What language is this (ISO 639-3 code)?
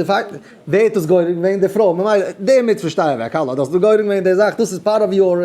yid